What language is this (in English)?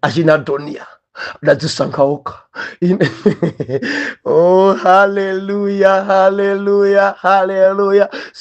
Nyanja